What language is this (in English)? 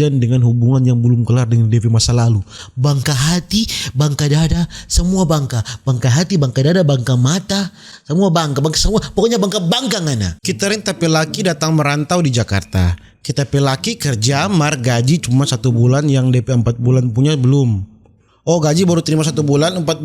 Manado Malay